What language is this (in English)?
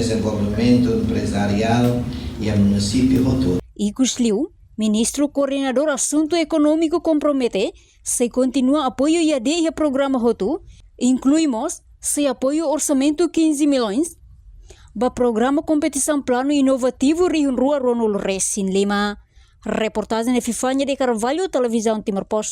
Tetum